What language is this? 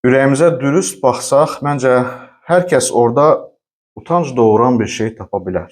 Azerbaijani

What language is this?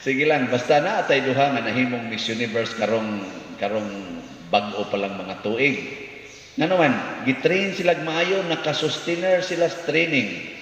Cebuano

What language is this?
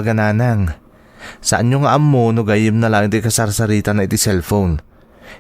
Iloko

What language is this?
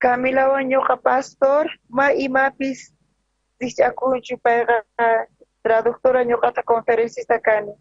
South Bolivian Quechua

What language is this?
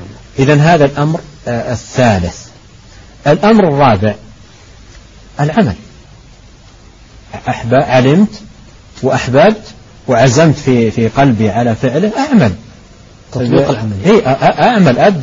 Arabic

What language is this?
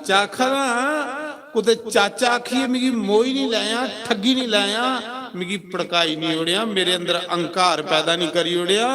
Dogri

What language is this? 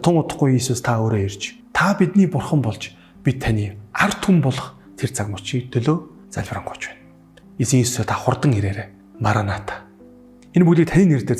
Mongolian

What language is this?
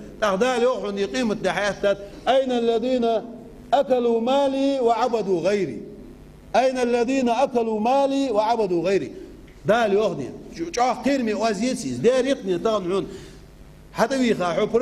Ingush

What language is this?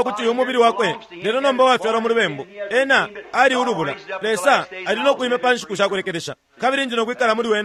Bemba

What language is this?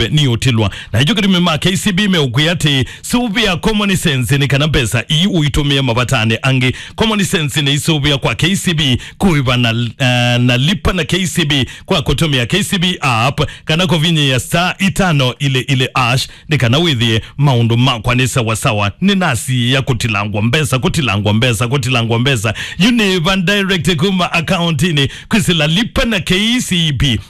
Kamba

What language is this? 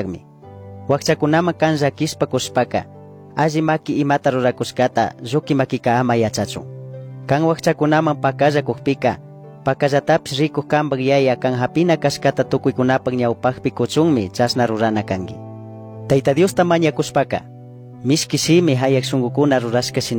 Chimborazo Highland Quichua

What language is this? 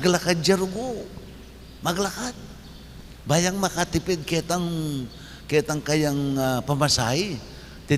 Pampanga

